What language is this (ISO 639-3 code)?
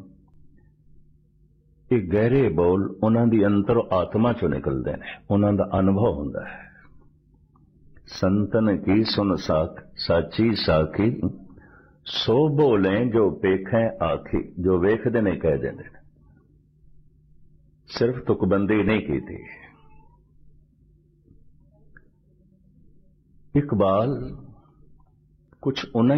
pan